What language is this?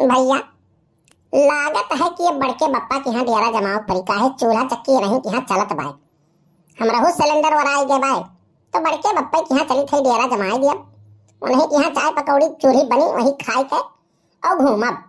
Awadhi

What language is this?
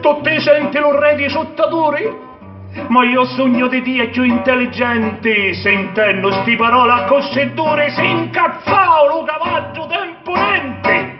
Sicilian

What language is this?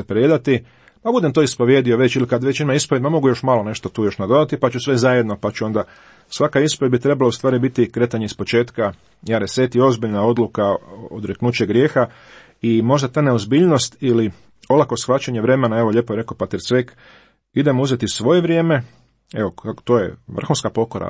Croatian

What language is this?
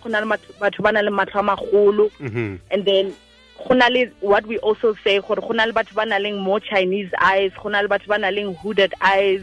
Tswana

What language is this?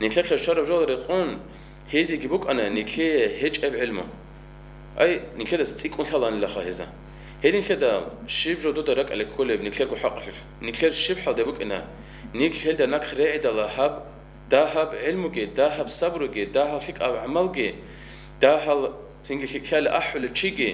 Avaric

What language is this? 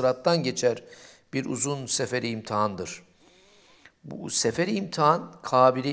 Turkish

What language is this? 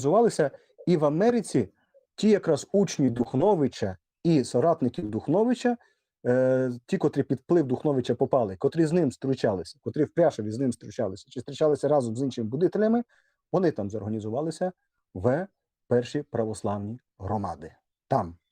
Rusyn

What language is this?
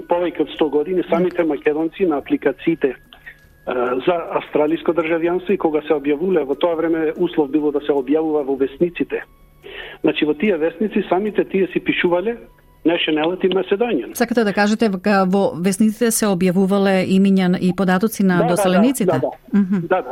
Macedonian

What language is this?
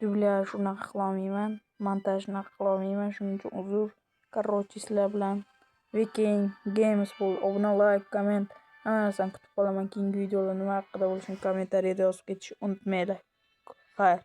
Uzbek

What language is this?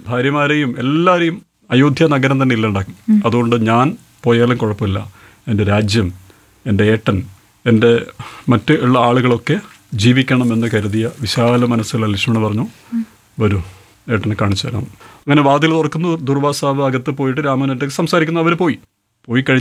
Malayalam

